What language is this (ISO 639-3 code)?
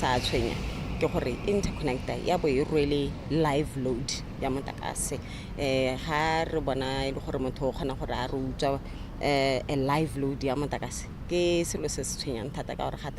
tsn